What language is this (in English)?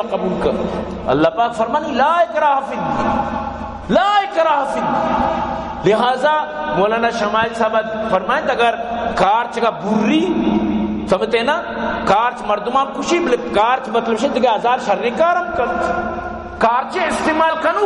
Baluchi